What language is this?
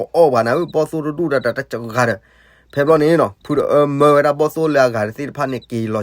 S'gaw Karen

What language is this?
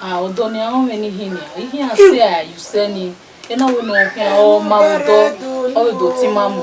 Bini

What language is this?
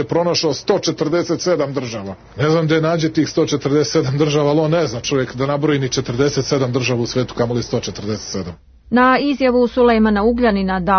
Serbian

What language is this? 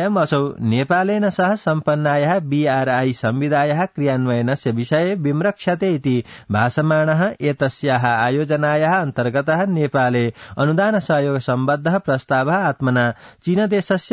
Sanskrit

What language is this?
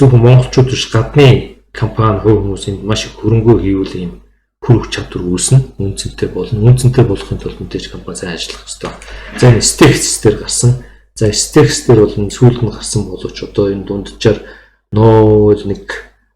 Mongolian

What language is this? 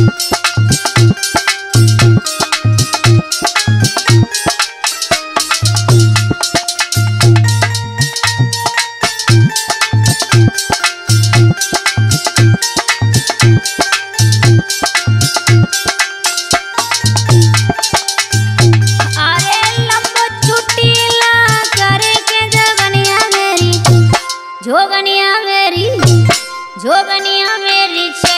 Bhojpuri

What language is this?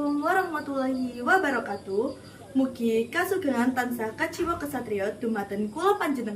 Javanese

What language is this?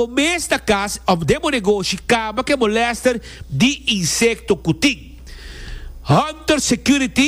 Papiamento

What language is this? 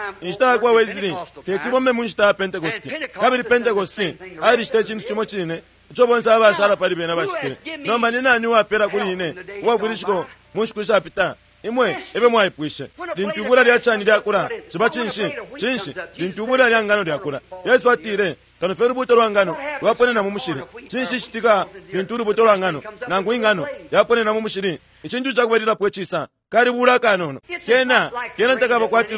Bemba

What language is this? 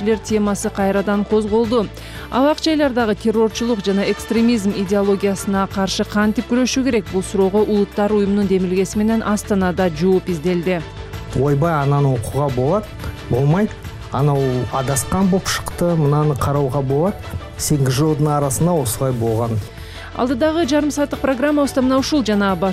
Kyrgyz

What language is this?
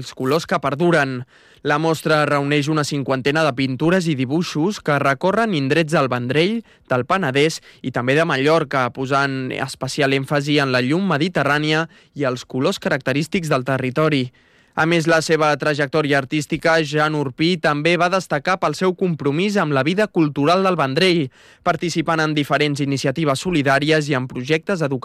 Catalan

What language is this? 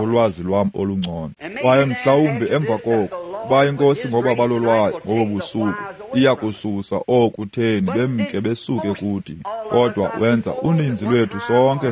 Xhosa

